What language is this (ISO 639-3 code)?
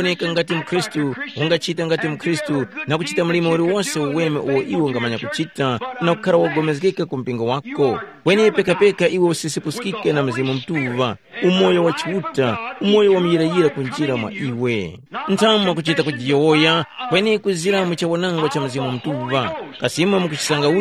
tum